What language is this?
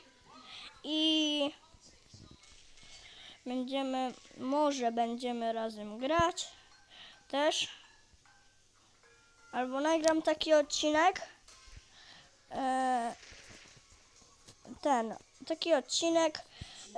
Polish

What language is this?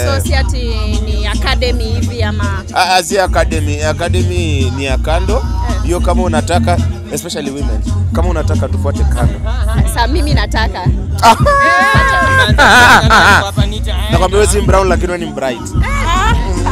Swahili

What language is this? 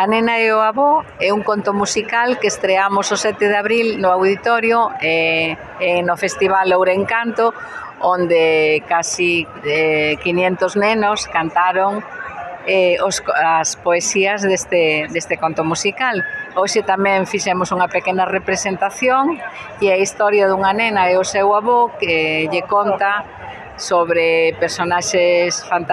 Galician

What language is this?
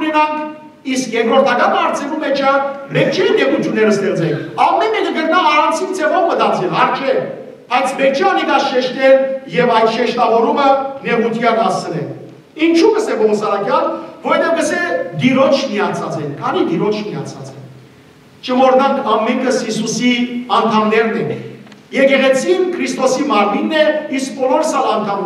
Western Armenian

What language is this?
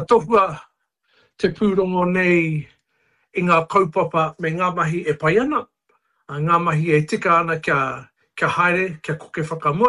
Māori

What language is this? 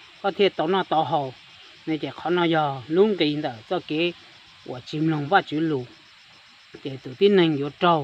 Hmong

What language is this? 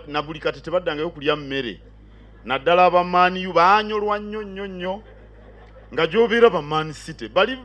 Ganda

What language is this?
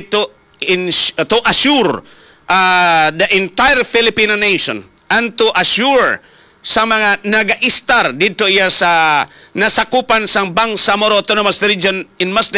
Hiligaynon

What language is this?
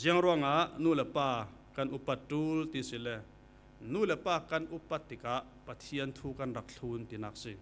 Falam Chin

